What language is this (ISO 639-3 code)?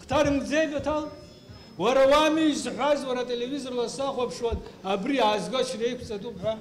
abk